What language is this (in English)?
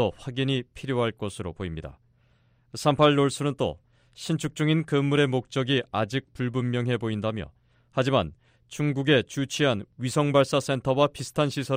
Korean